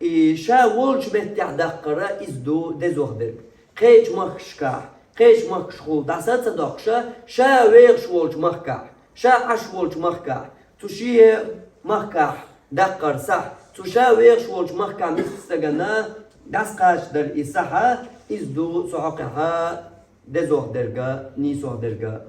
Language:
Chechen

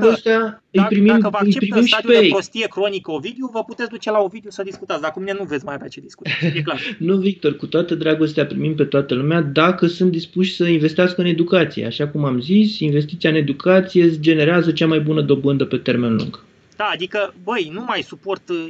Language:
Romanian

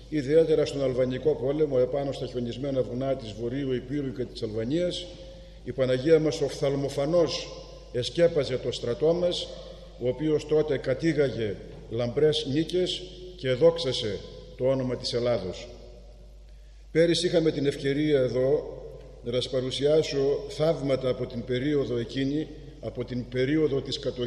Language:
Greek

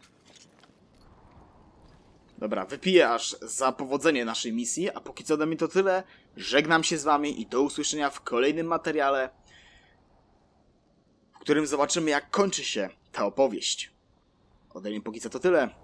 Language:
Polish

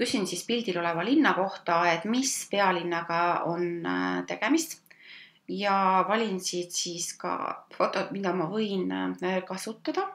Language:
Estonian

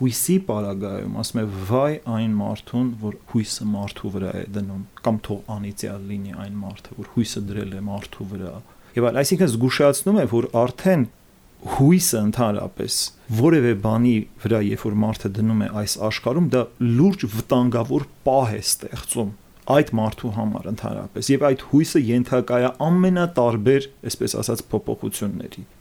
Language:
Armenian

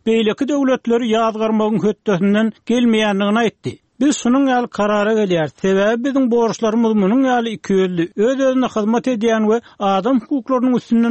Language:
Turkmen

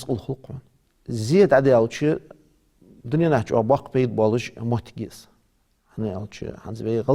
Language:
Ingush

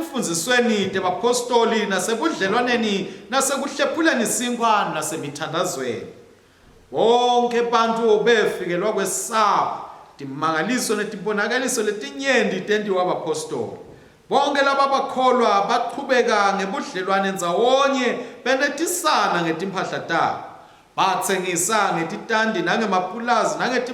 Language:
Swati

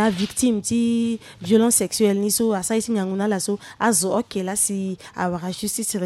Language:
Sango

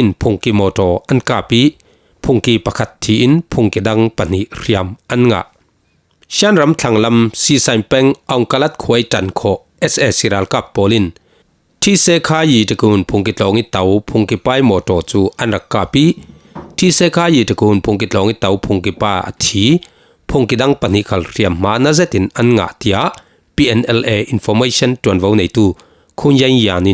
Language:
Falam Chin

